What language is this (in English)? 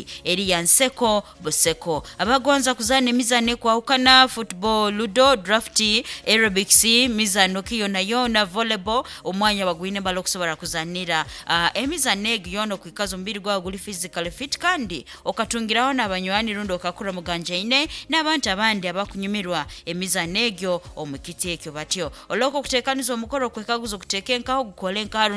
Nyankole